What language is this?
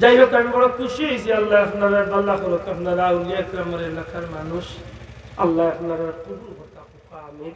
Sylheti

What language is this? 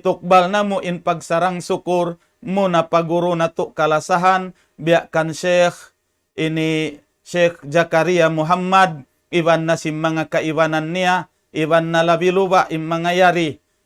Tausug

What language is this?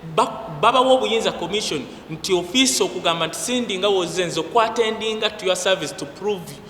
Ganda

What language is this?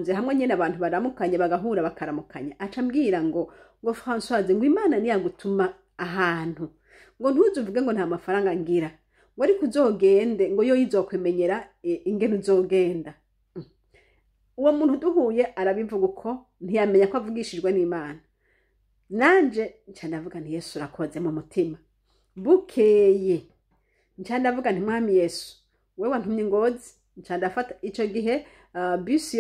Rundi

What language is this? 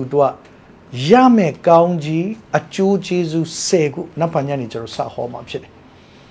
Burmese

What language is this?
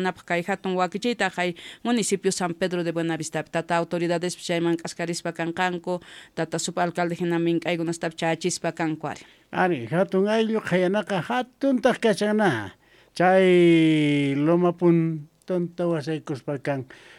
Quechua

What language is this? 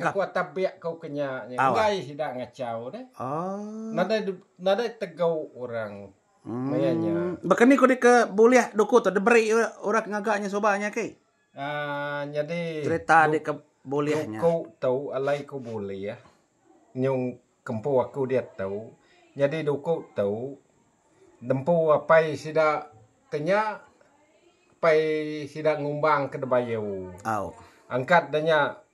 Iban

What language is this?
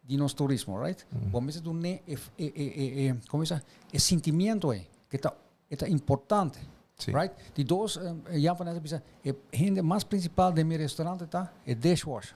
Papiamento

